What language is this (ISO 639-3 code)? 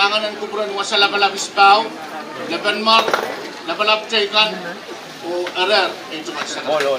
pon